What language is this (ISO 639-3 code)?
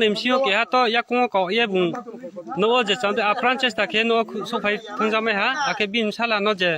ria